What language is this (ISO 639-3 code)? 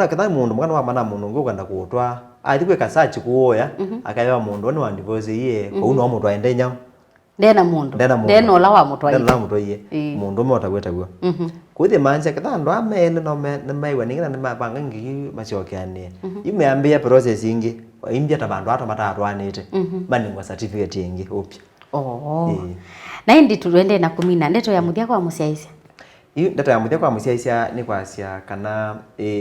kam